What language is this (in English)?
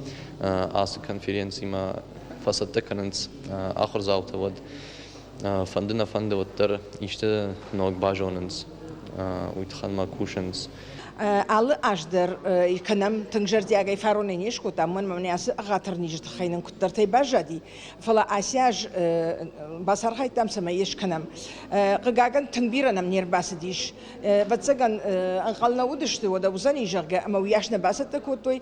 Ossetic